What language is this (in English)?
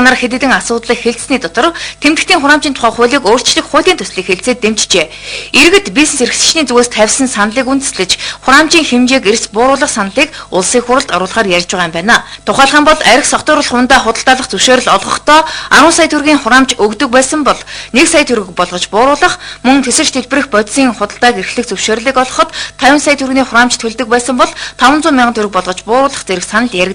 Mongolian